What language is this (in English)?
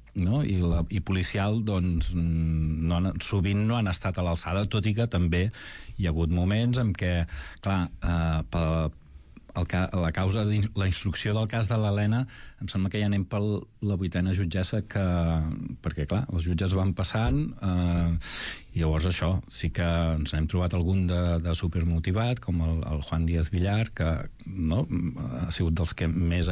Catalan